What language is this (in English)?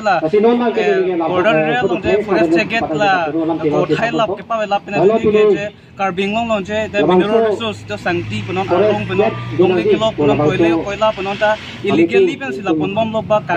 Karbi